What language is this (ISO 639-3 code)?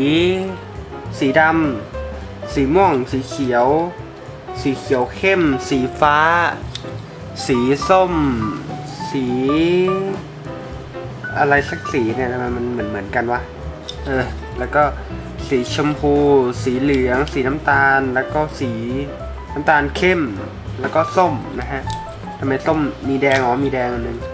tha